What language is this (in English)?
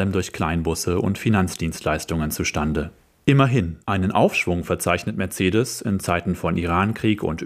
German